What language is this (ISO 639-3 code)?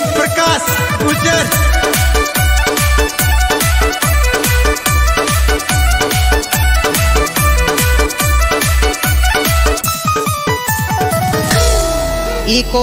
raj